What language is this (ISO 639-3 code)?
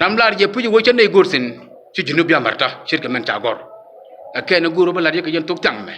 nus